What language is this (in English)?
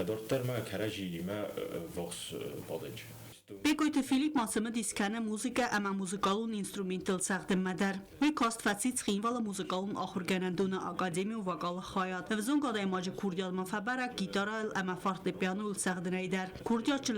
Ossetic